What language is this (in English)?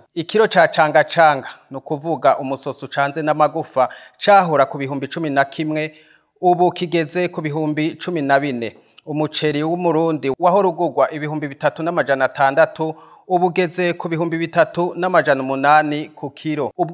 Rundi